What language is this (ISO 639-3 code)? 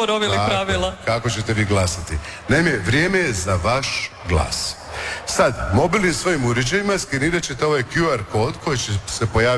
hrv